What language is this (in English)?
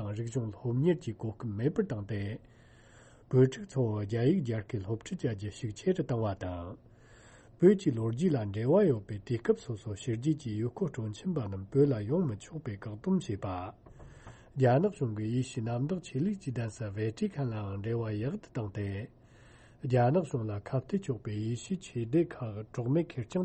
Tibetan